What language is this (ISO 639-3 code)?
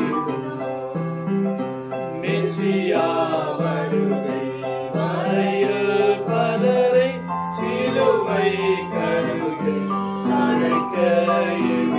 tam